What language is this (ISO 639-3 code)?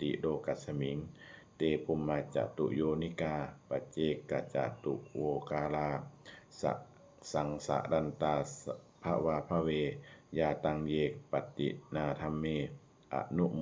pli